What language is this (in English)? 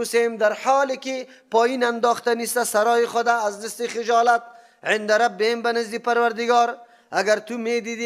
Persian